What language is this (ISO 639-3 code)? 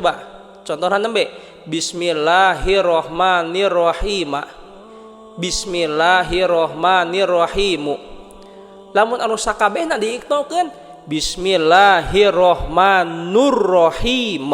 sun